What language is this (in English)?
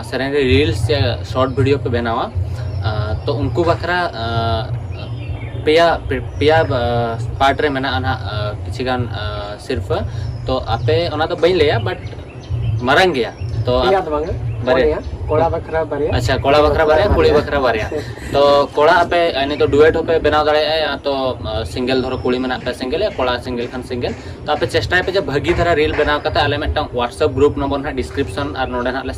Santali